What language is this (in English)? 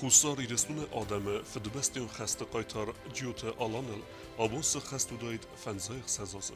Ossetic